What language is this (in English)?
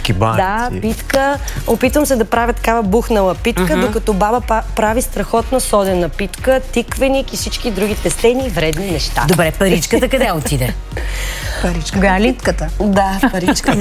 Bulgarian